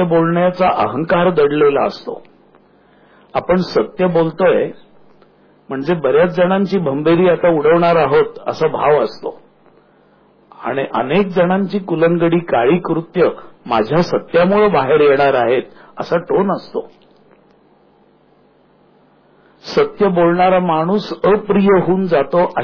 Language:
Marathi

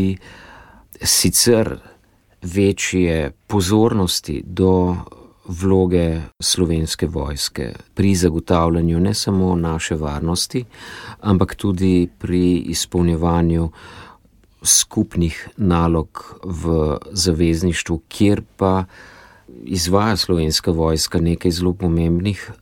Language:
Slovenian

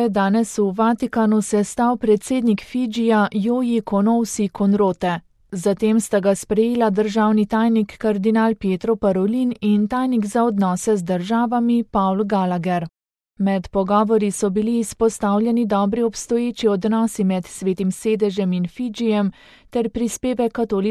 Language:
Slovenian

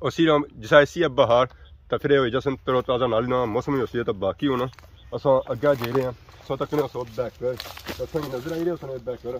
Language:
Pahari-Potwari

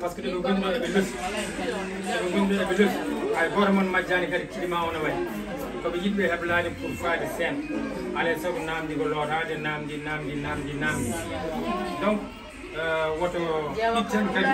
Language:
Fula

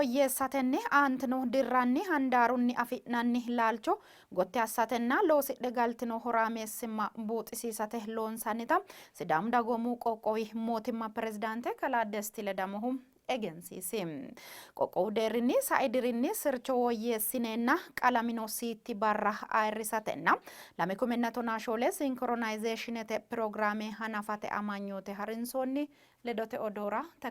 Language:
Sidamo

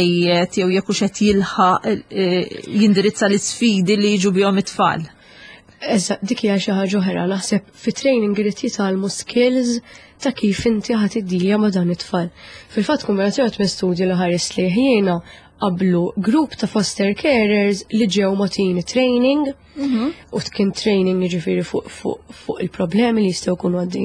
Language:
Maltese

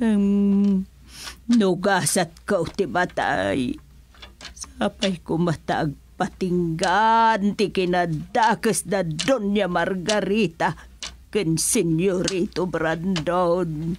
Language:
Iloko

